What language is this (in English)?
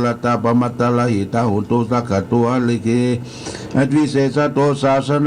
Pali